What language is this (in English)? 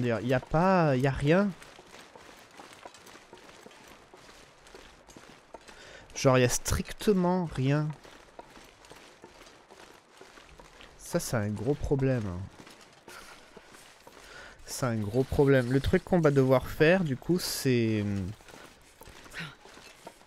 French